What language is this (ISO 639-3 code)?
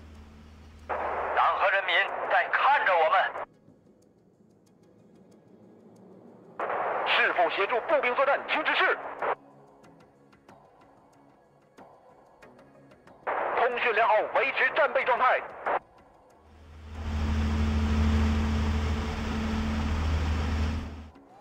zho